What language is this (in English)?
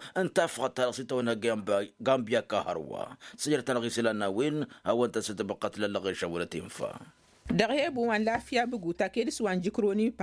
Tamasheq